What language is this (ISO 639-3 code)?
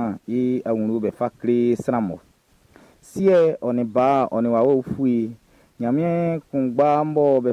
bci